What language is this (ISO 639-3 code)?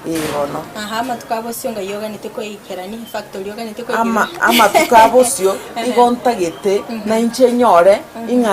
guz